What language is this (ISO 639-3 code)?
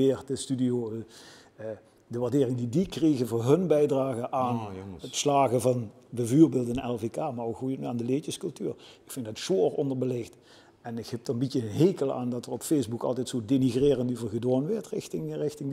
lim